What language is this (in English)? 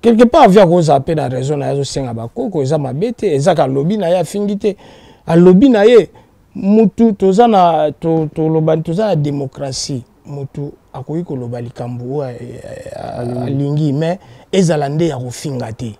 Lingala